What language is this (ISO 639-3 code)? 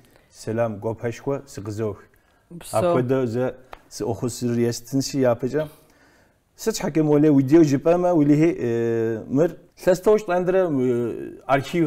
kbd